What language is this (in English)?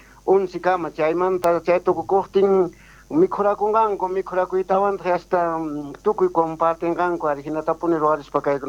South Bolivian Quechua